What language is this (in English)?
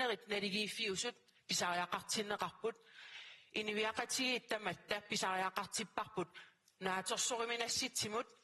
Kalaallisut